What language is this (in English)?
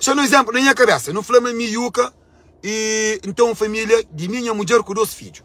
Kabuverdianu